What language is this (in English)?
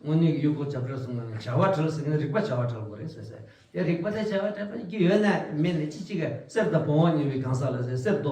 Tibetan